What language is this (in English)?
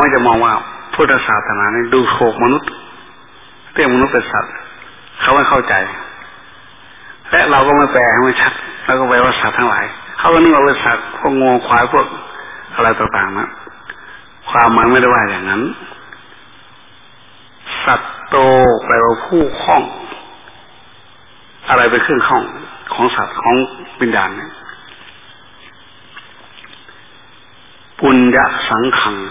Thai